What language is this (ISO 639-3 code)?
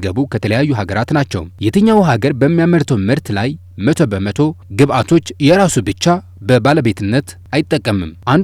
amh